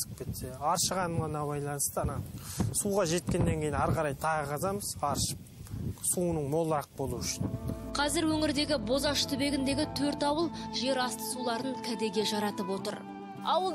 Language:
Kazakh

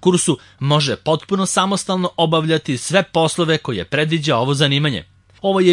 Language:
Serbian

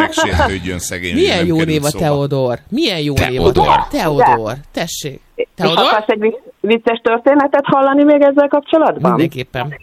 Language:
Hungarian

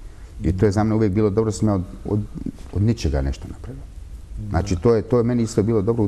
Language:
Bosnian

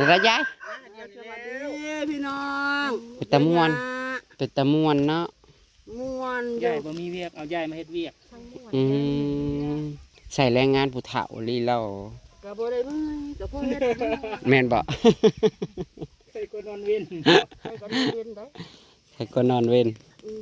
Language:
Northeastern Thai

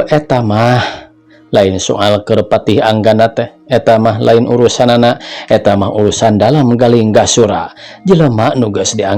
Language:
Sundanese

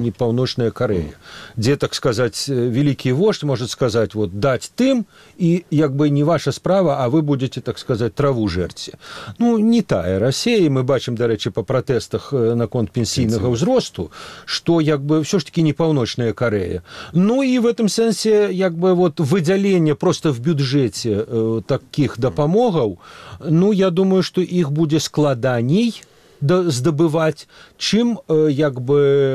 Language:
Belarusian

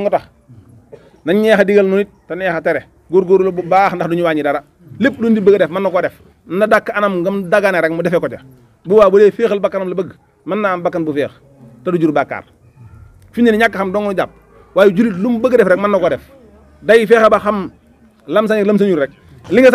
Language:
Wolof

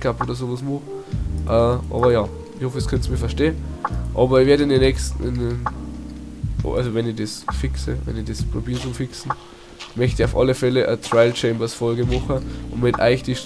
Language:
Bavarian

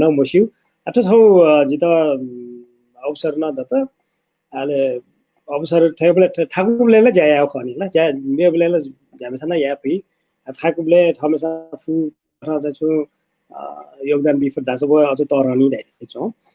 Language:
Newari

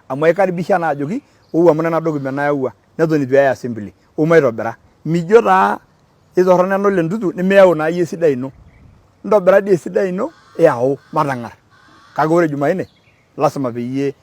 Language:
Masai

